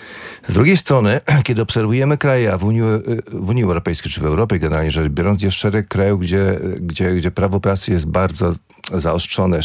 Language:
Polish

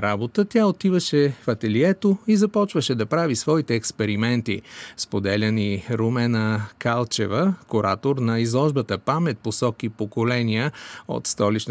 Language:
Bulgarian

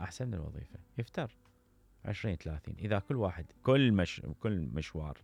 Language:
Mesopotamian Arabic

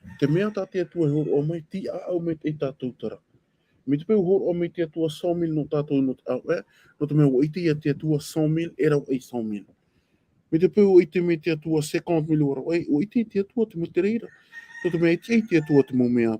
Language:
Tahitian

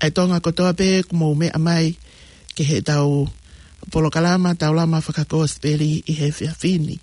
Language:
Tongan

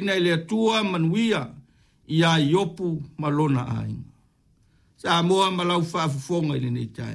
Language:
Samoan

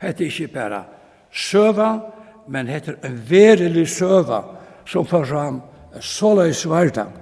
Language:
Faroese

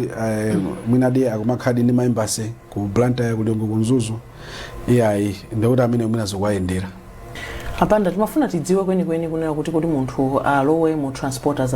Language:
Nyanja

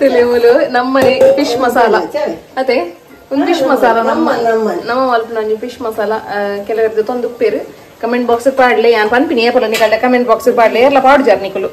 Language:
Tulu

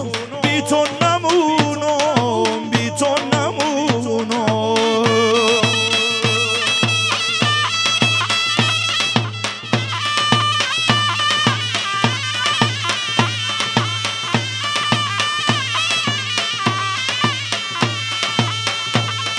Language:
Persian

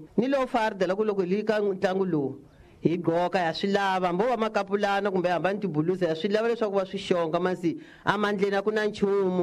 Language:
Tsonga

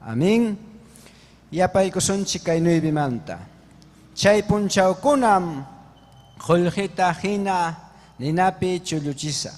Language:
Ayacucho Quechua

